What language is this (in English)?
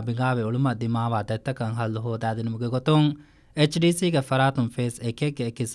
Divehi